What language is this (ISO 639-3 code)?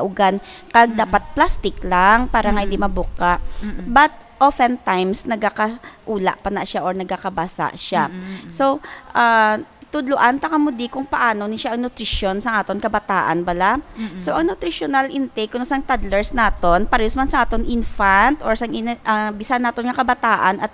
hil